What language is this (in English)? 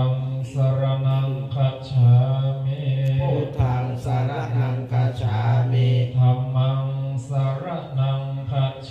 Pali